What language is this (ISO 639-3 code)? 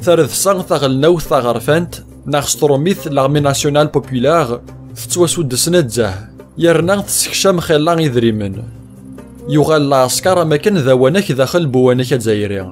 kab